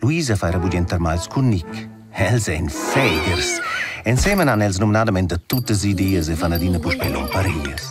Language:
Romansh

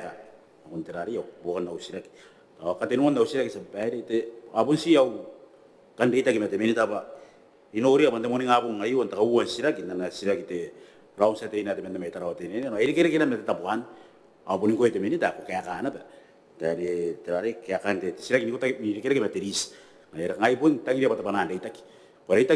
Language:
Gilbertese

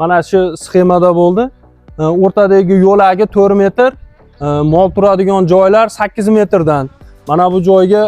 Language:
Uzbek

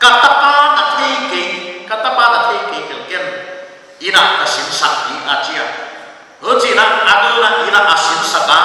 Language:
Paite Chin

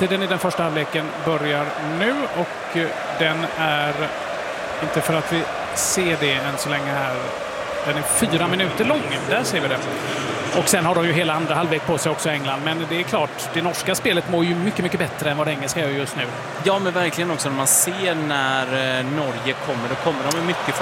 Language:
Swedish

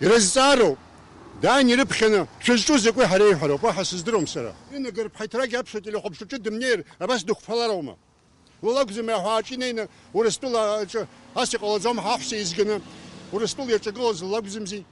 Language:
Abkhazian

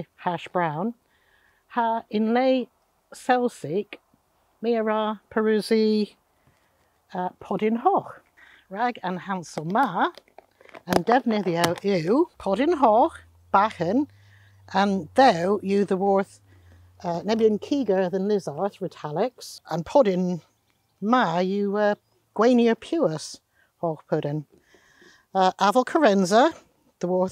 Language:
Cornish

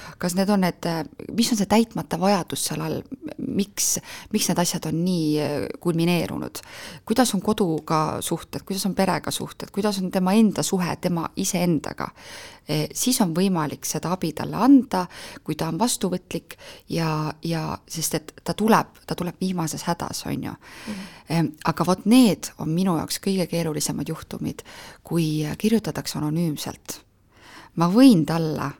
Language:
Estonian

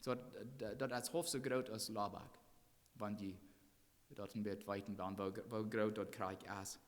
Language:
Plautdietsch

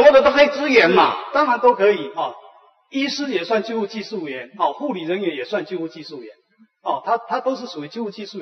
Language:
Chinese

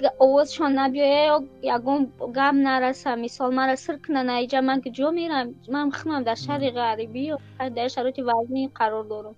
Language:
Tajik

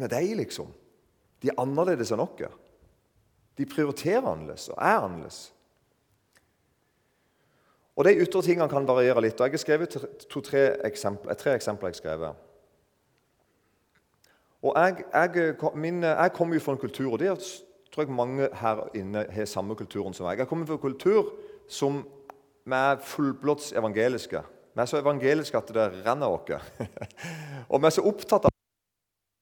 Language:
Norwegian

